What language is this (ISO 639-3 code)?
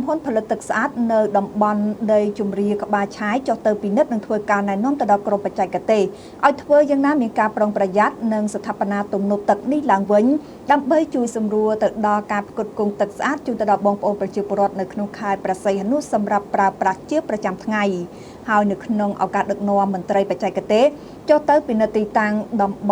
khm